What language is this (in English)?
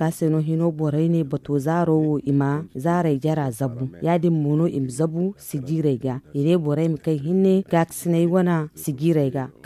Zarma